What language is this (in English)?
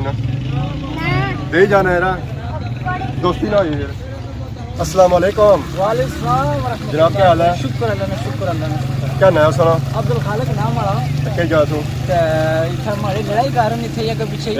Pahari-Potwari